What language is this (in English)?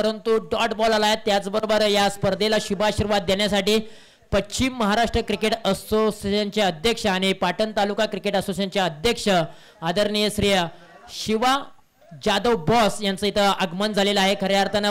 Marathi